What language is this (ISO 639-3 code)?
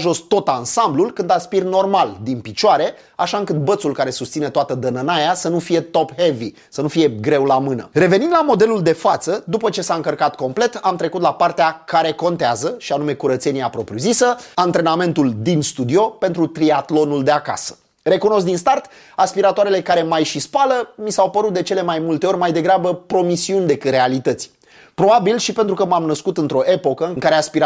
ron